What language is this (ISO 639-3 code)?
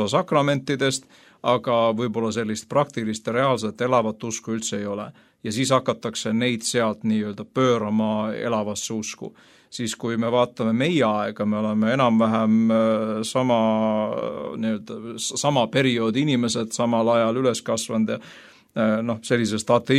est